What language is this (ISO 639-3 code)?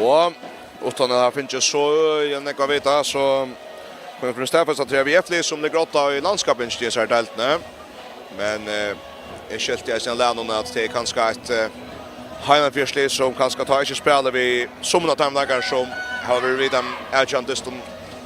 fao